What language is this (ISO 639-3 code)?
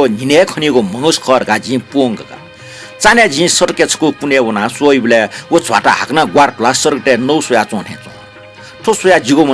new